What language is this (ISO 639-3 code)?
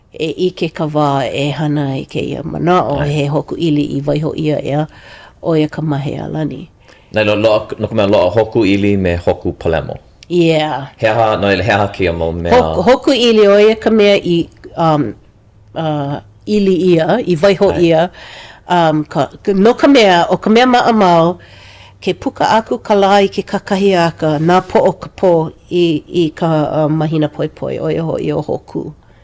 haw